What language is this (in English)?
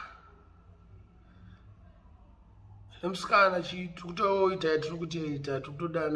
Shona